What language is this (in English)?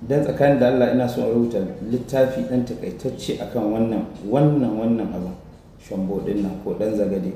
Hausa